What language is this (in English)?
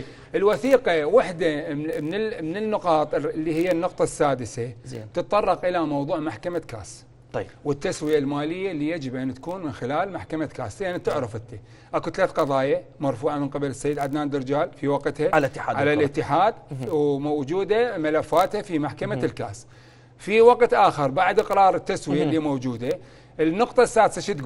Mesopotamian Arabic